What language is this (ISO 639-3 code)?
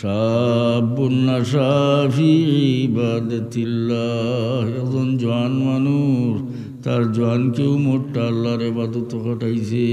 syl